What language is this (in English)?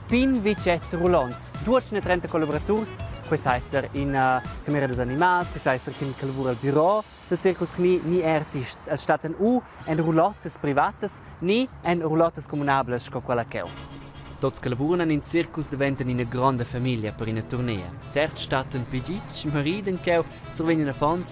Romansh